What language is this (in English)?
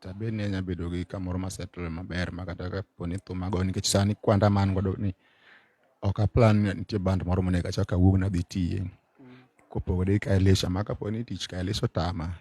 Luo (Kenya and Tanzania)